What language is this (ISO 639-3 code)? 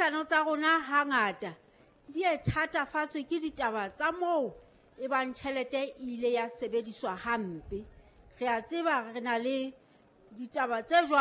sot